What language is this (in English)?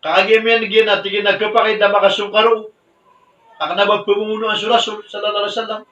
Maranao